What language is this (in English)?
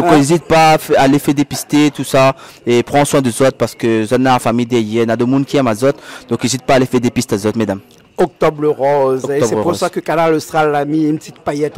Réunion Creole French